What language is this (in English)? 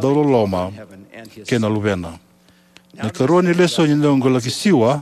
Fijian